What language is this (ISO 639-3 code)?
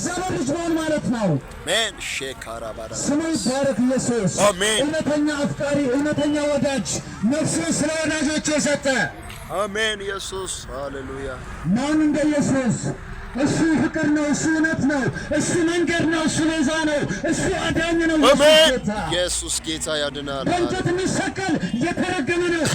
amh